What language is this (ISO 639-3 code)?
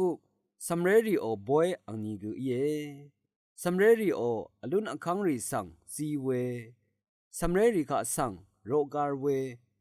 raw